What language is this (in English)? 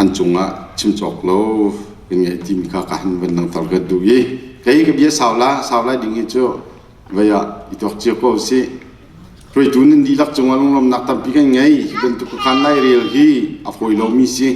Hakha Chin